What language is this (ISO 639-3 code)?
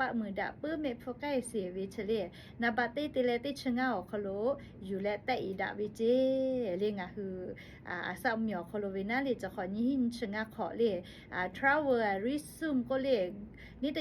lhu